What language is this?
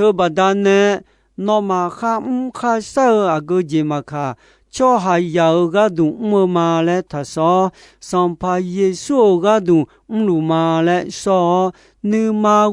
Akha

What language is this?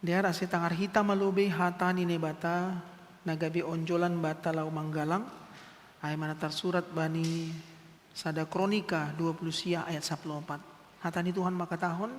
Batak Simalungun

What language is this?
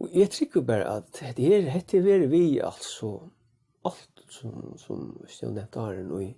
Faroese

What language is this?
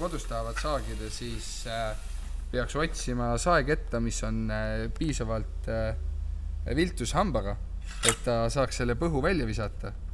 Estonian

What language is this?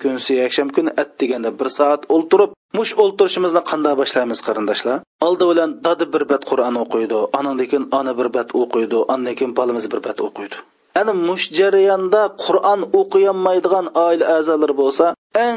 Uyghur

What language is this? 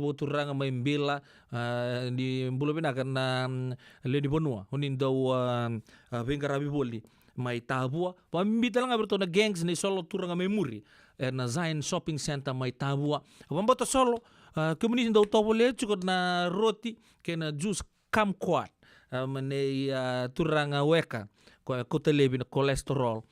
Fijian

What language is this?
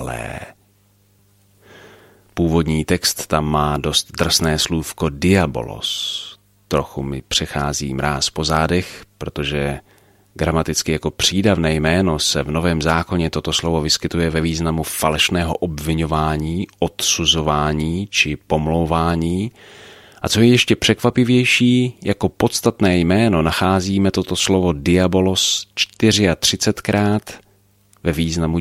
Czech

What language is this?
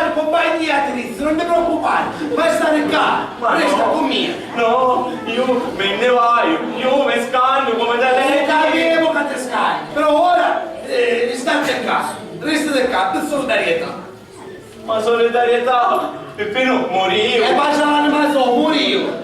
Sicilian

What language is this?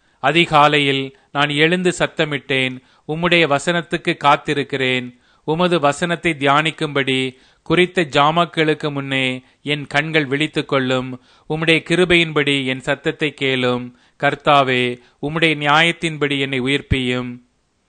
Tamil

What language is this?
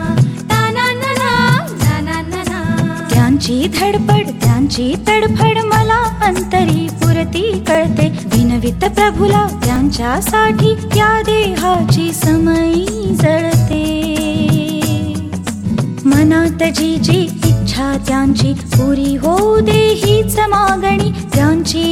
Marathi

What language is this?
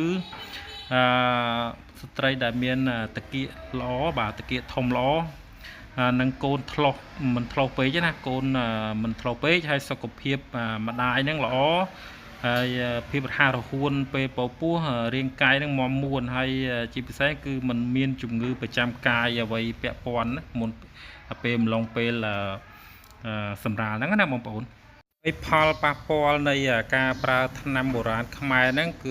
Khmer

